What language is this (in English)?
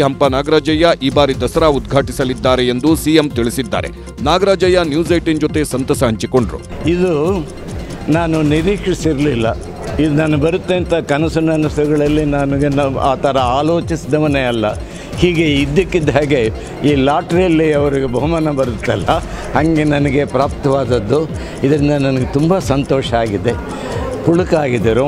Kannada